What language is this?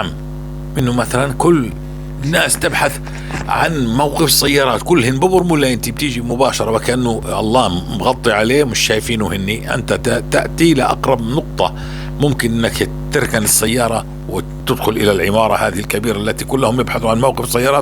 North Levantine Arabic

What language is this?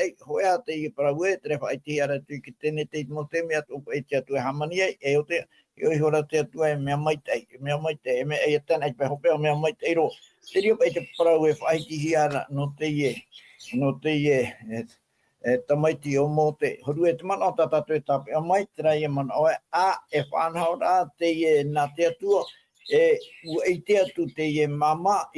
Tahitian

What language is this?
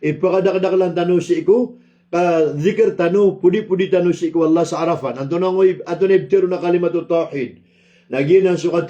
Maranao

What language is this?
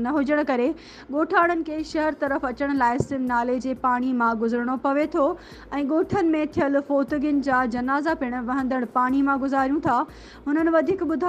Sindhi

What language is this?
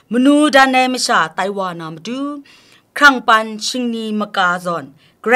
Kachin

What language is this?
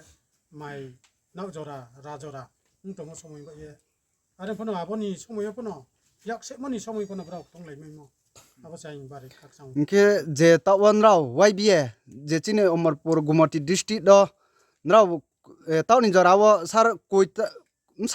Riang (India)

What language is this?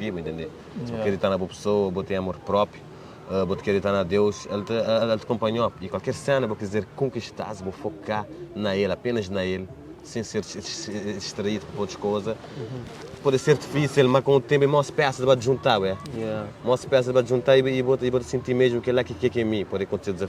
Kabuverdianu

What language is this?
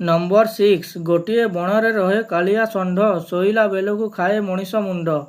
Odia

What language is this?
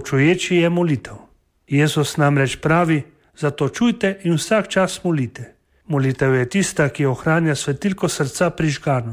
Slovenian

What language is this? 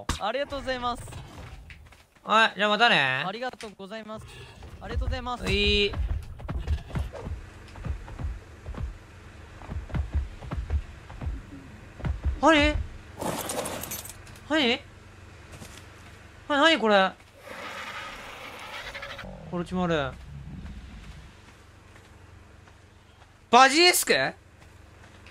Japanese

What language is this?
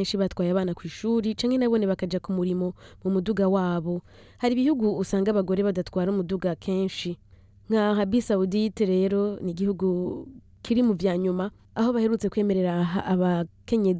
Rundi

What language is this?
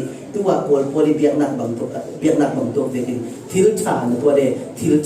Falam Chin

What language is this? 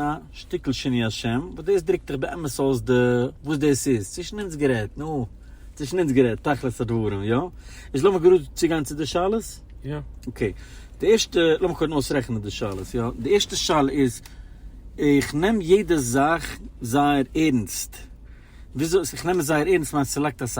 Yiddish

